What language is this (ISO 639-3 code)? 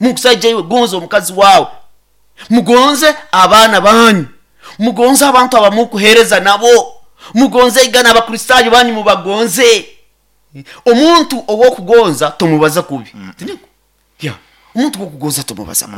nyo